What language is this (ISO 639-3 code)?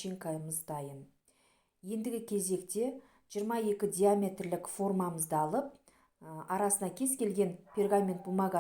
kaz